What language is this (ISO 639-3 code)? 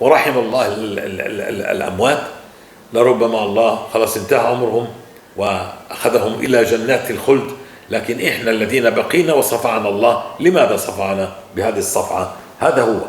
apc